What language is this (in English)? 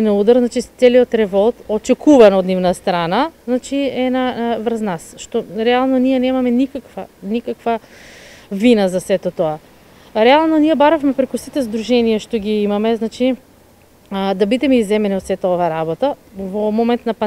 Macedonian